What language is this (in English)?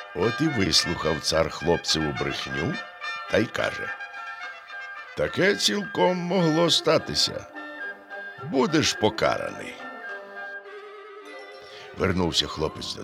Ukrainian